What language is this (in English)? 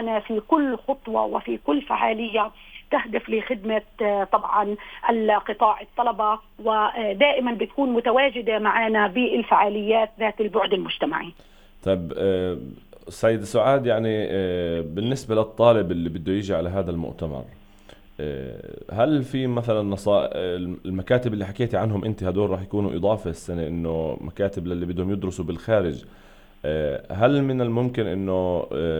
North Levantine Arabic